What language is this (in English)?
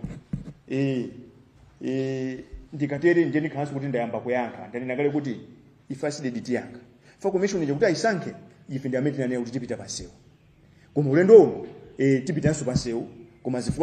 Nyanja